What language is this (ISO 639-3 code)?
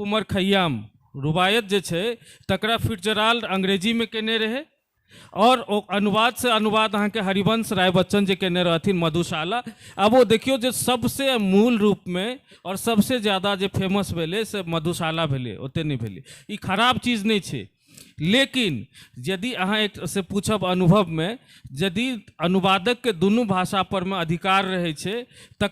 mai